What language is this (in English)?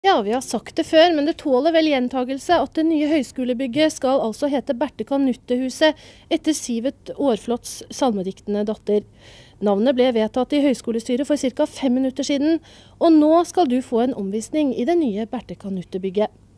Norwegian